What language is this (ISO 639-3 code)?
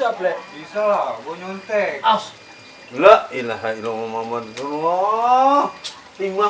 bew